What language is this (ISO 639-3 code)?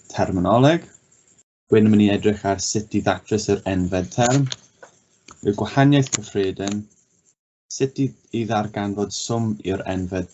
cym